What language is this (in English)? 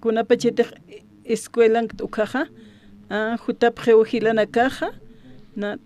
Aymara